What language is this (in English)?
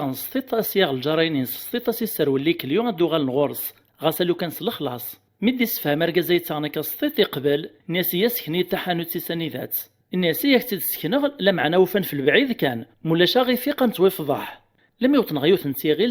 Kabyle